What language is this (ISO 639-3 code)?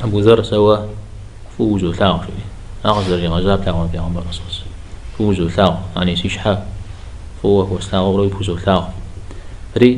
kbd